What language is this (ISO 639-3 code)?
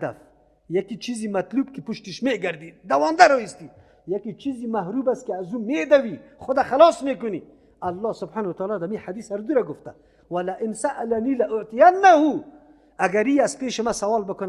fas